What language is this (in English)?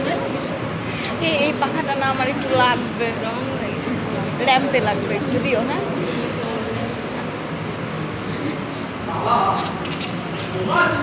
Bangla